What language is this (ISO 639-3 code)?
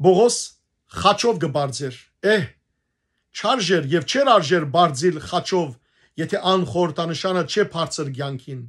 hyw